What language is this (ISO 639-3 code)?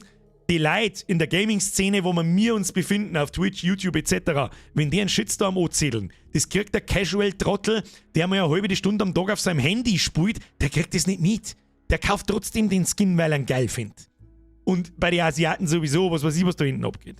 bar